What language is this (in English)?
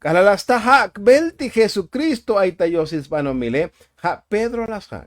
Tzotzil